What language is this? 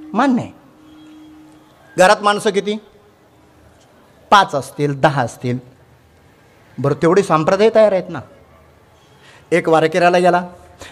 Marathi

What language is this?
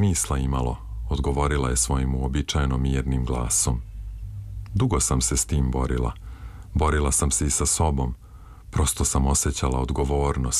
Serbian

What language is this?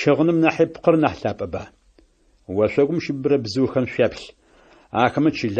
Adyghe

